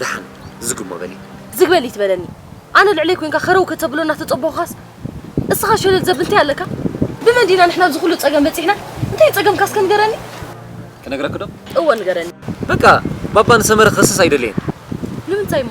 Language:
Tigrinya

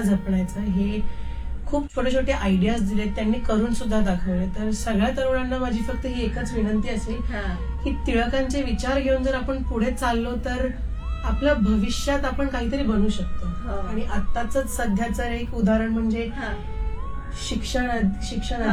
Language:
Marathi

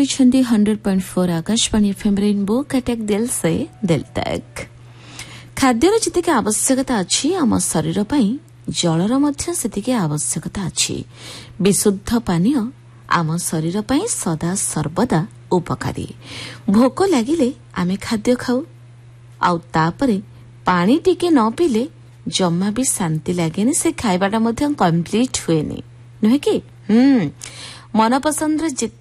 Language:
Odia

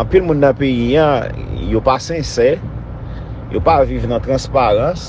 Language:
Haitian Creole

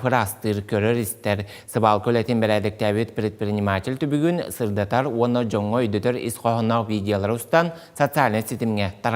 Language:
Yakut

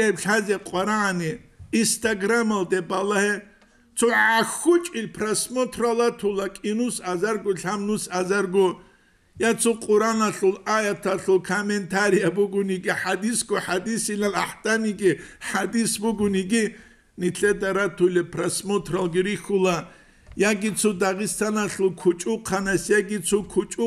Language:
Avaric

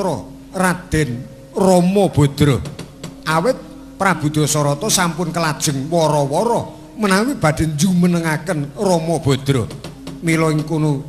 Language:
Javanese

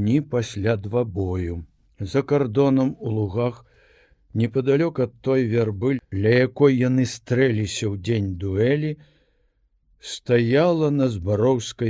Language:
Belarusian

